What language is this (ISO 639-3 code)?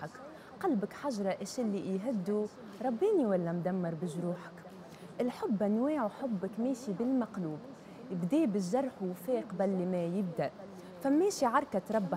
aeb